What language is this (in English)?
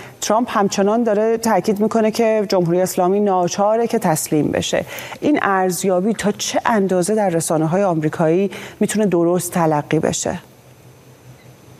Persian